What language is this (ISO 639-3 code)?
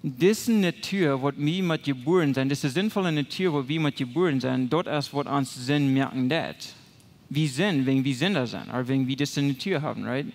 pdt